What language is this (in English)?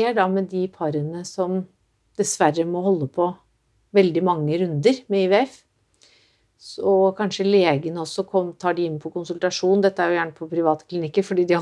Norwegian